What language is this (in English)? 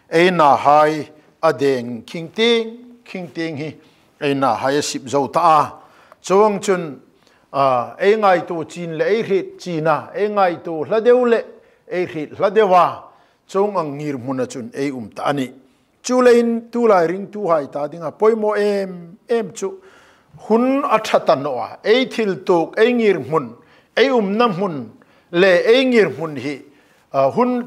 Hmar